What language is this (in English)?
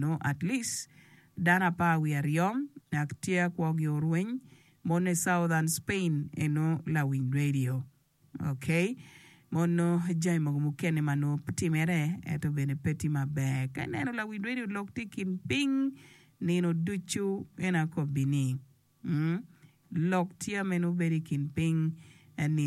Acoli